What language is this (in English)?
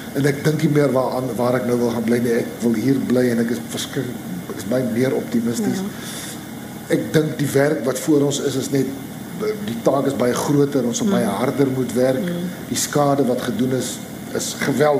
Afrikaans